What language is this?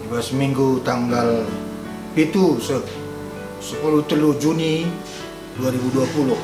Batak Karo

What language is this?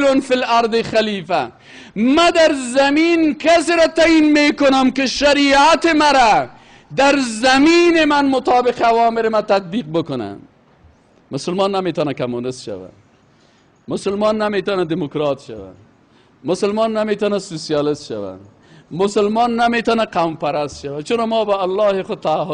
Persian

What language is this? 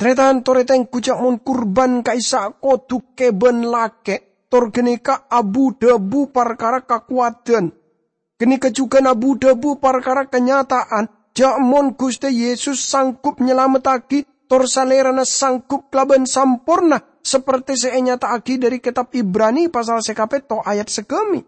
Madurese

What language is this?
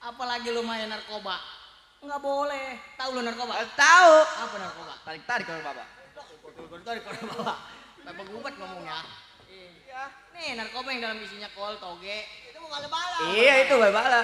Betawi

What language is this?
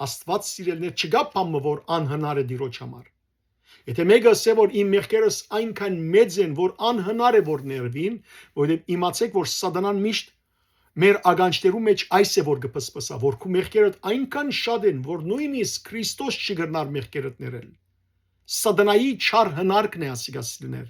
Western Armenian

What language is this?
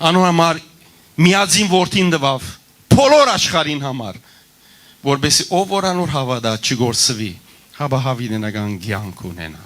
Western Armenian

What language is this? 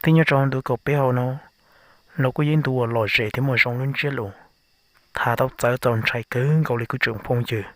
Hmong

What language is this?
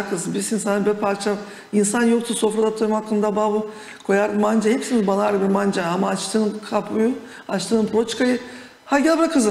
Gagauz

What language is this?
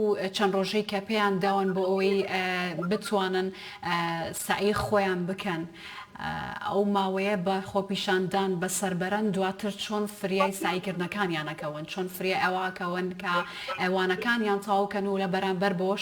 Central Kurdish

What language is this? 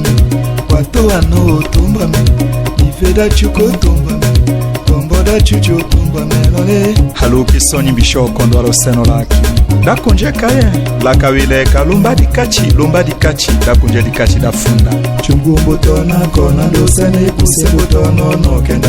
Tetela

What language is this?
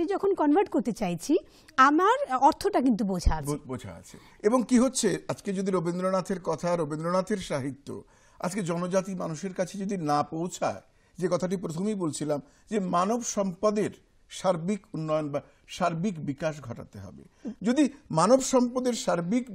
Bangla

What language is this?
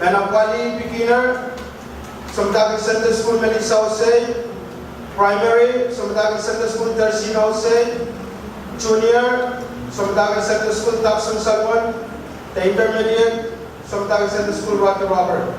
Pohnpeian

